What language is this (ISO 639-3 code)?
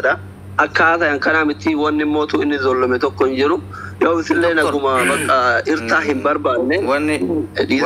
orm